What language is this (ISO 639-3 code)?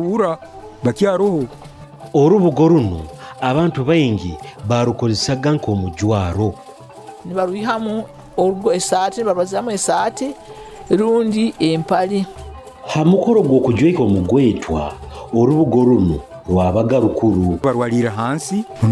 nyo